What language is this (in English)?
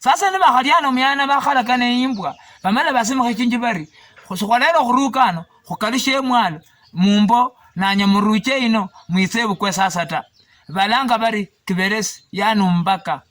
Luyia